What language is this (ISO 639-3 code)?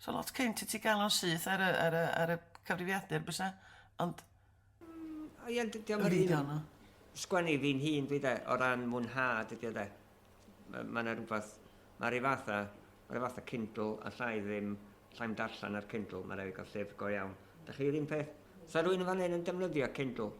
cym